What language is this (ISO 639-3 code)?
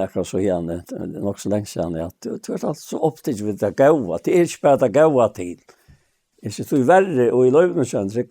fao